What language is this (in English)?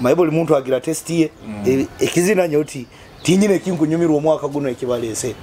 Nyoro